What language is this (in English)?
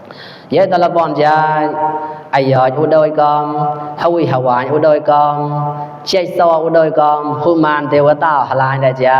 Mon